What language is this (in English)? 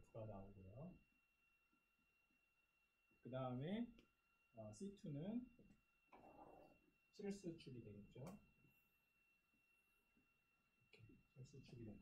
Korean